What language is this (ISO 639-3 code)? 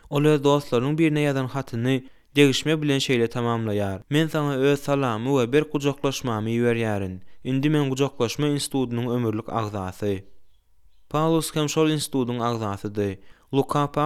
tuk